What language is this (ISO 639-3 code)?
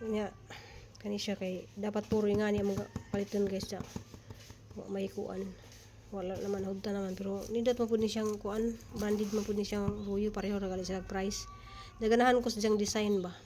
ceb